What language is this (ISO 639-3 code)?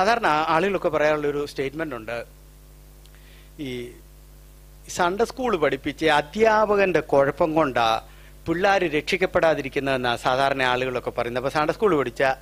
mal